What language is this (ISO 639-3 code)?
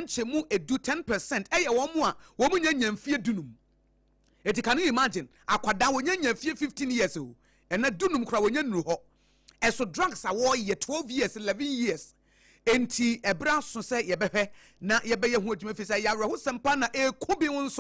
aka